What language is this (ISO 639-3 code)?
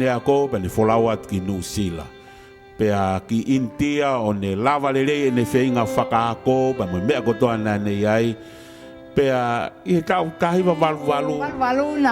ton